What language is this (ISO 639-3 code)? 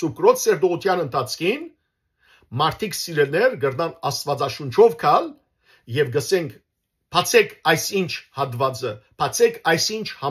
hyw